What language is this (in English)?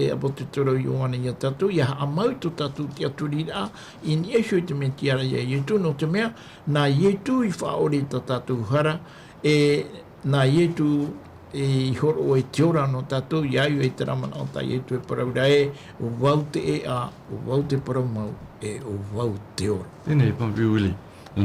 Tahitian